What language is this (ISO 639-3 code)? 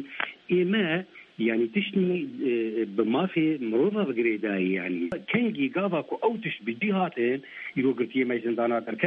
kur